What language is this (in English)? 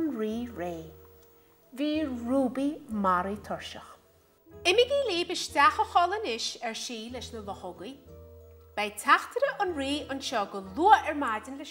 Irish